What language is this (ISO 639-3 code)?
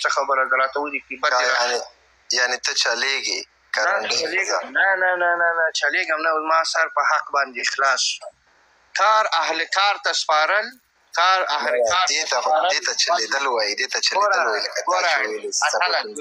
pus